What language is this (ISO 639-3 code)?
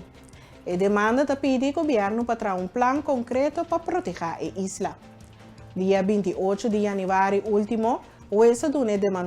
pap